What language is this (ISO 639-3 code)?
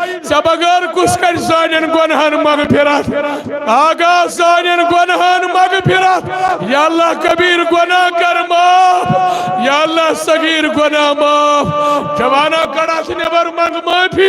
kas